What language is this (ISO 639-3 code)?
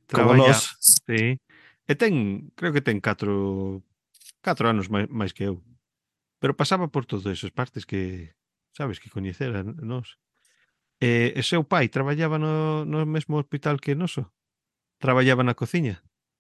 glg